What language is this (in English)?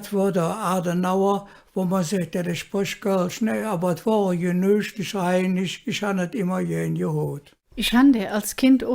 Colognian